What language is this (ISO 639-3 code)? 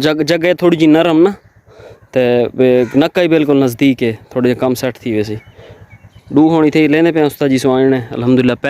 skr